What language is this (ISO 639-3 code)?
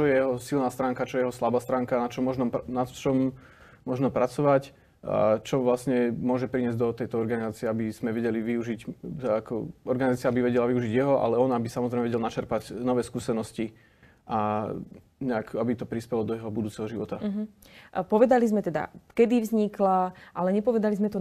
slk